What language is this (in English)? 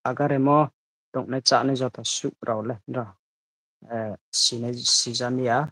Riang (India)